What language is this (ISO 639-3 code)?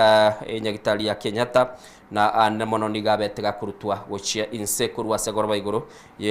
guz